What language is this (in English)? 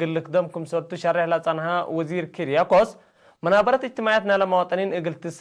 Tigre